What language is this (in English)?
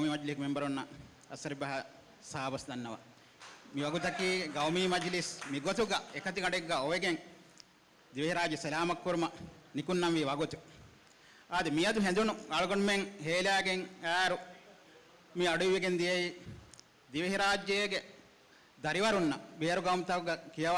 Divehi